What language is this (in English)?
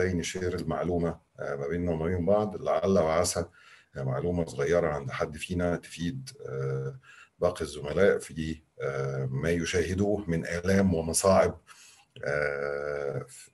Egyptian Arabic